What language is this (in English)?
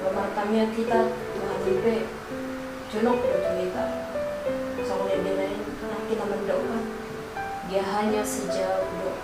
Batak Toba